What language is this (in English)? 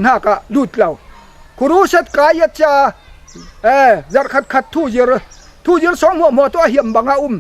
Falam Chin